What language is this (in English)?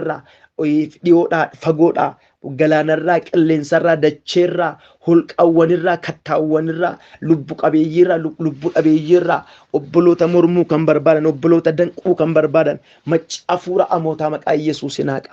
Oromo